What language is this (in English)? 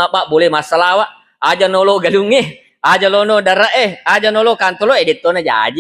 Buginese